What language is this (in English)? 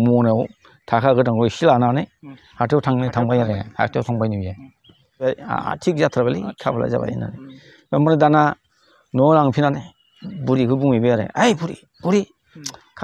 Bodo